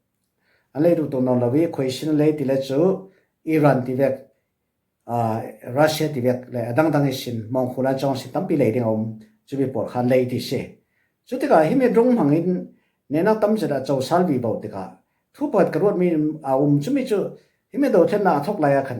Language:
Falam Chin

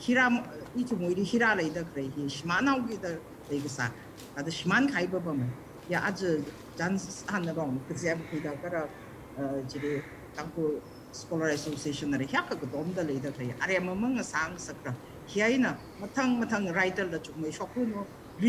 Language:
Tangkhul Naga (India)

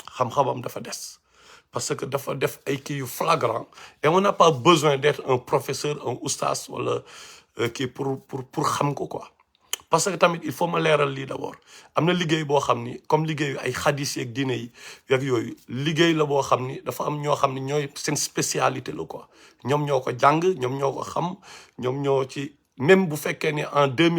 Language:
Wolof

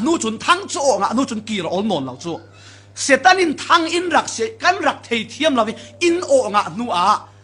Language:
Falam Chin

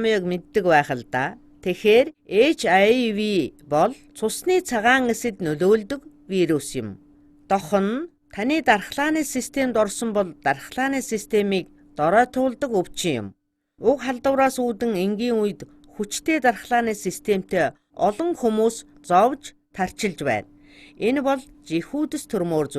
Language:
Mongolian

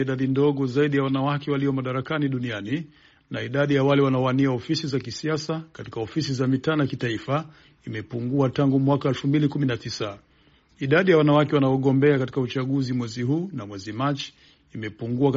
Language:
Swahili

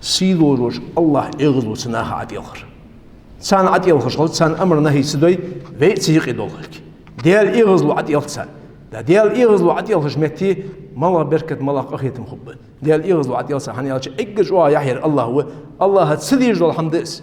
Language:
Ingush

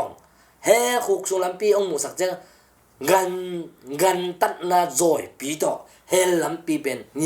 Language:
Tedim Chin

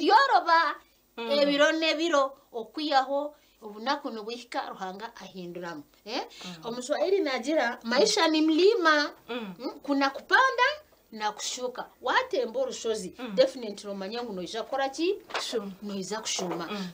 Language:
Nyankole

